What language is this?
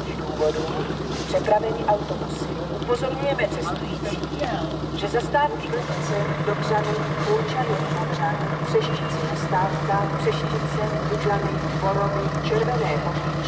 Czech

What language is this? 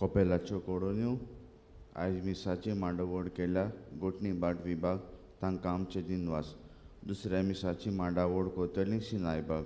Konkani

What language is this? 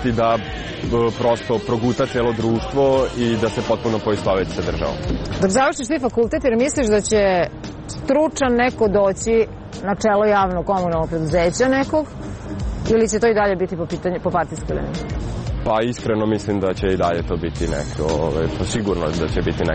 Serbian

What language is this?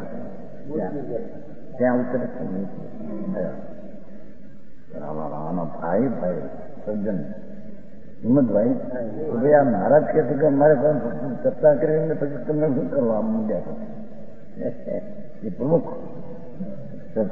Gujarati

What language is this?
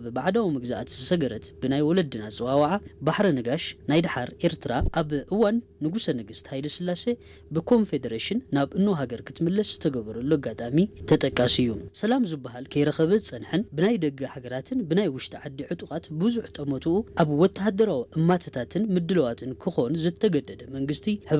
Tigrinya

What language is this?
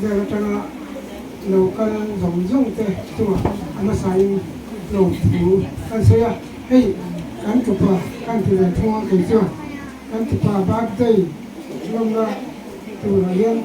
Mizo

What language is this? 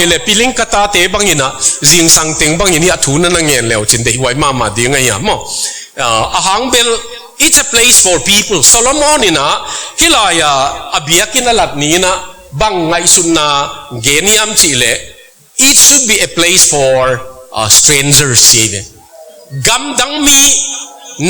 Tedim Chin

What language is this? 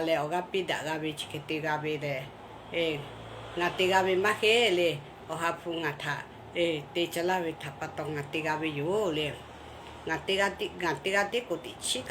Lahu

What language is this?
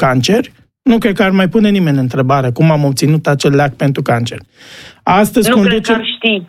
Romanian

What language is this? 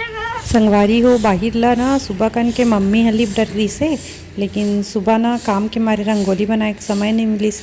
Chhattisgarhi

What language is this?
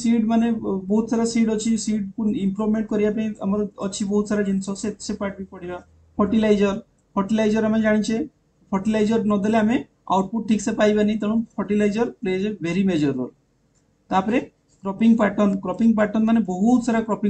Odia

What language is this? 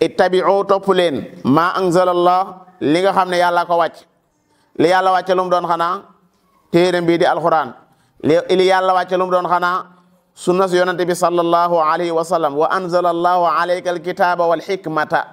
Wolof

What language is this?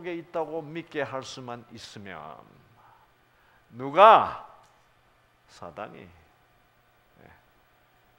Korean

